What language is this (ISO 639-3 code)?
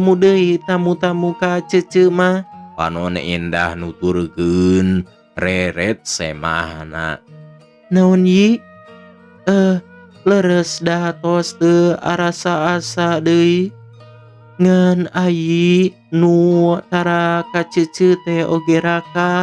sun